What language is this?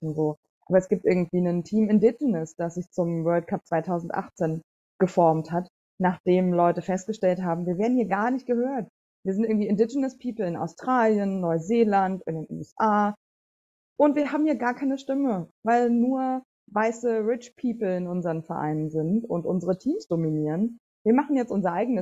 German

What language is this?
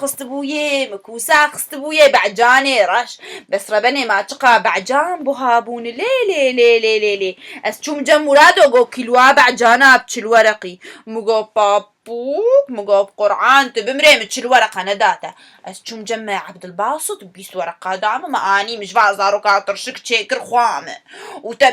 Kurdish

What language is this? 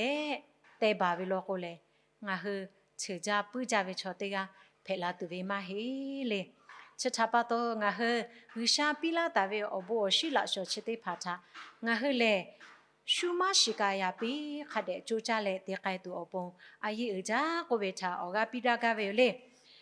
Lahu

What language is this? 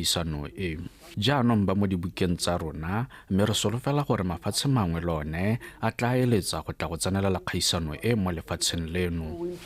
Tswana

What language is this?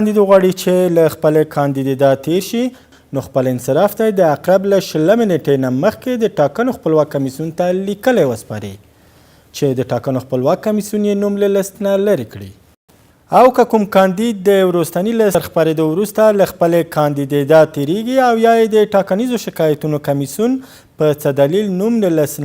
Pashto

